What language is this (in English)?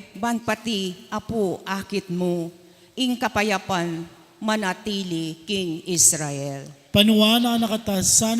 Pampanga